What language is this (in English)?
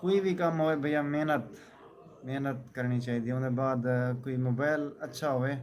Saraiki